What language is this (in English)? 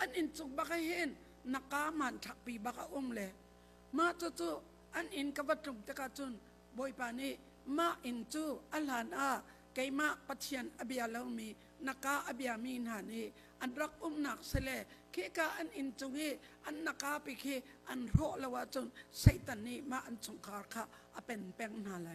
Hakha Chin